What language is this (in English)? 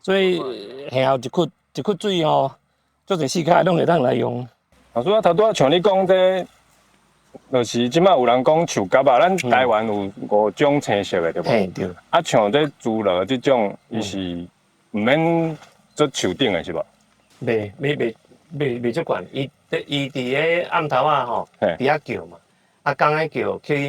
Min Nan Chinese